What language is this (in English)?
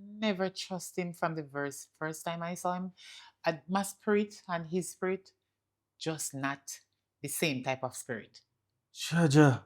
Jamaican Creole English